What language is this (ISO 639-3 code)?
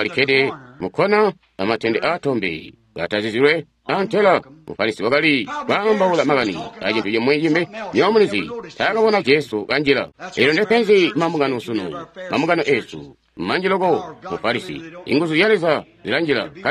toi